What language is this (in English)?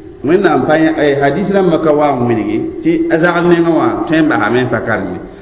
Mossi